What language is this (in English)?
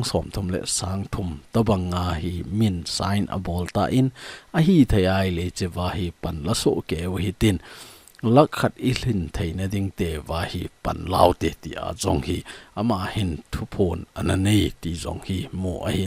Thado Chin